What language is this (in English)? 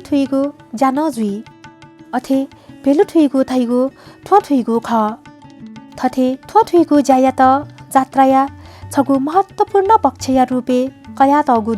Newari